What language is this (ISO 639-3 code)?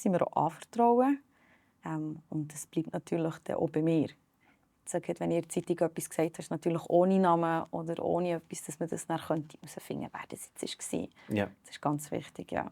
gsw